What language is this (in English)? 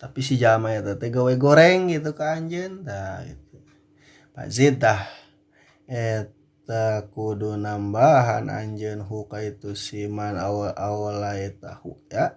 Sundanese